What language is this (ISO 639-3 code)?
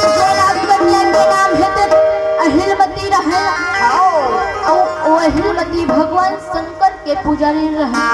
hne